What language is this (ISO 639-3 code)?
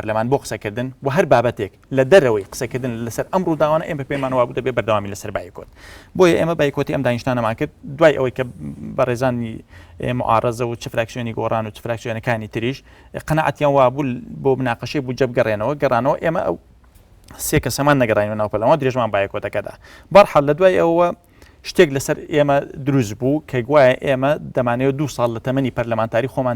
ckb